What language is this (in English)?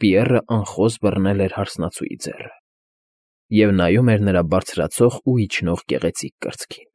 Armenian